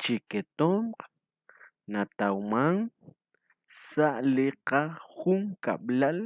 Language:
Kekchí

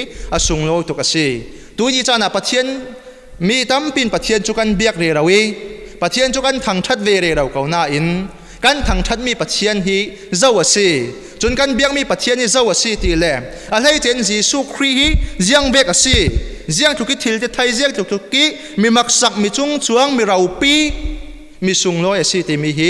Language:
Falam Chin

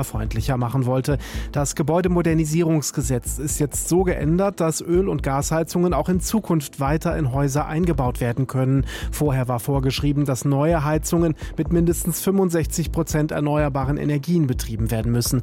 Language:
German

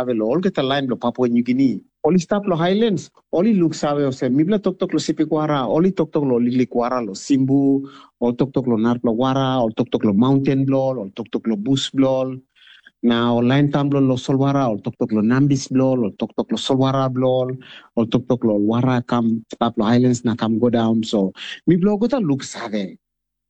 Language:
Tok Pisin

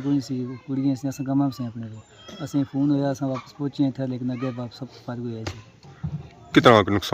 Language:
Pahari-Potwari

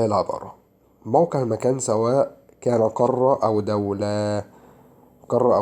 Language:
Egyptian Arabic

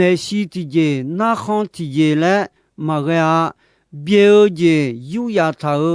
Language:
Akha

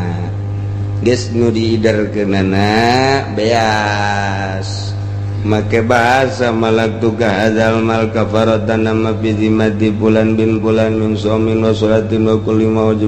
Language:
Sundanese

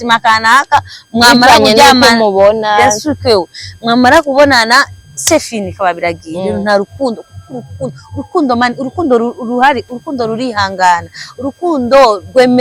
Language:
Rundi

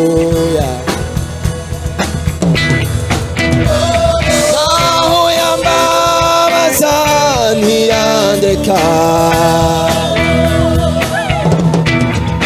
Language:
Kinyarwanda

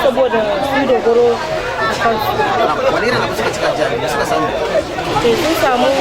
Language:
Hausa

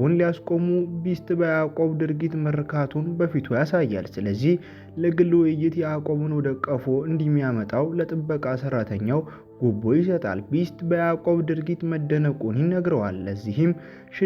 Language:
Amharic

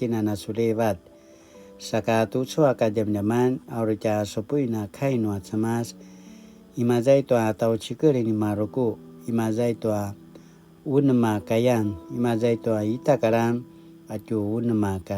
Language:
Paiwan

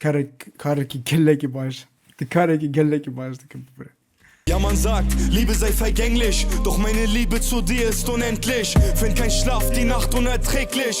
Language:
Kurdish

